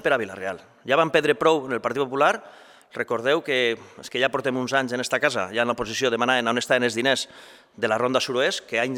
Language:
Catalan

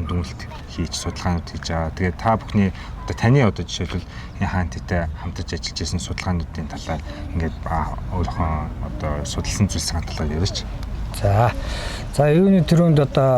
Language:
Mongolian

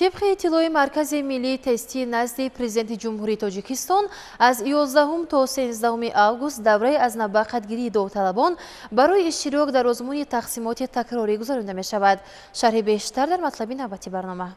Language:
Tajik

